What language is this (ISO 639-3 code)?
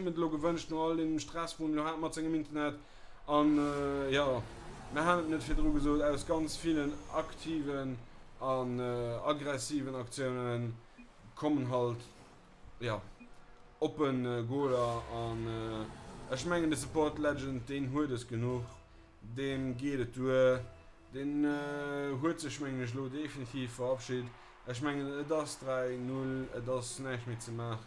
ltz